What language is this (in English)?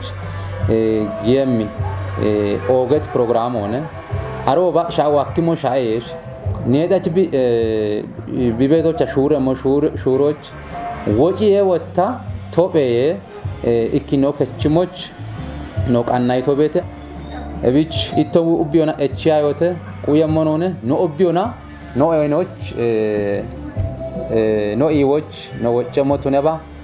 Kafa